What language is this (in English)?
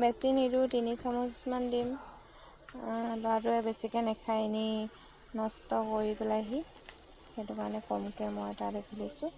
Assamese